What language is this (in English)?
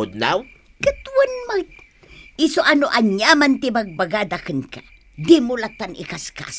Iloko